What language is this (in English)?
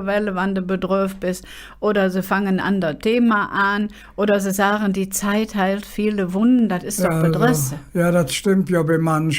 Colognian